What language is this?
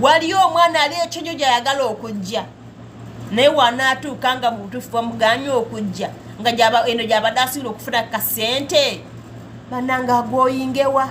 Ganda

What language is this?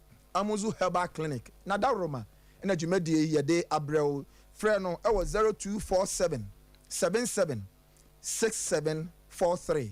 Akan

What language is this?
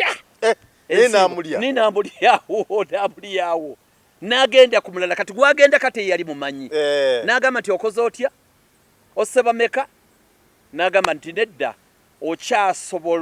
Ganda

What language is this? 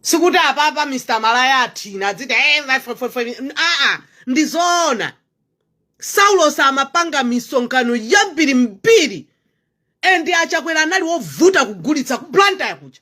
Nyanja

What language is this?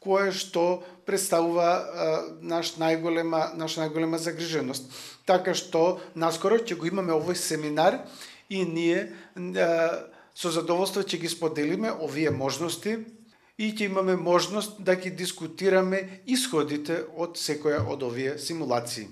Macedonian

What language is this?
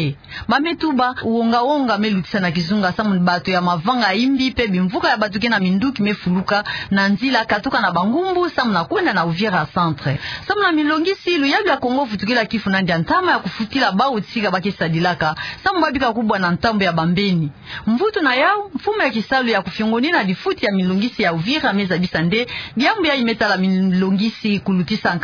Kituba (Democratic Republic of Congo)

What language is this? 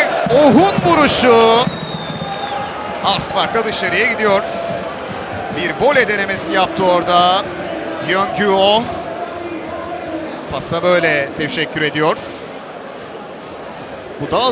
Turkish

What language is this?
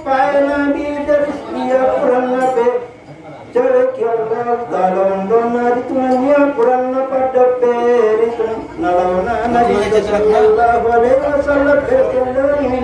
Buginese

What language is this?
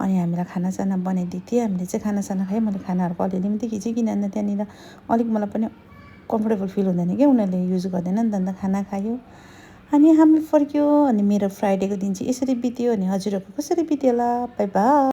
Nepali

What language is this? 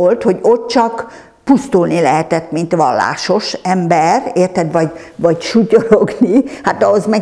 Hungarian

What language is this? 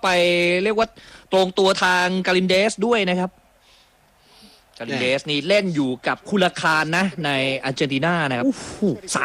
Thai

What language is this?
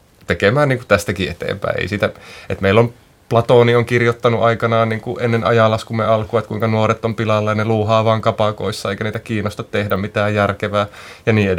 Finnish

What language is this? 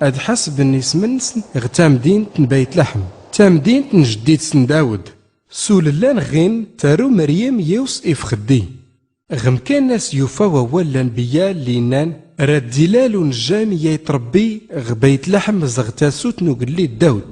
Tachelhit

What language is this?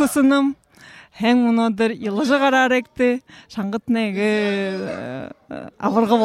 Belarusian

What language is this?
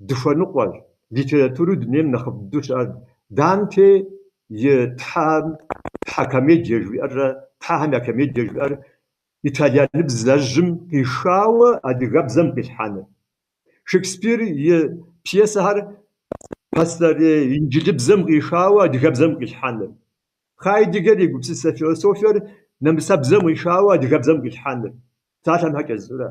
Kabardian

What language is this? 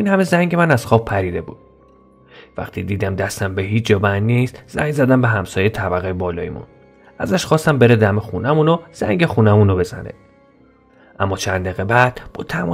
Persian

